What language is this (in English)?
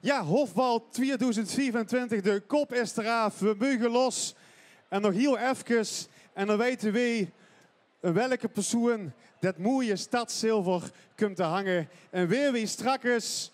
Limburgish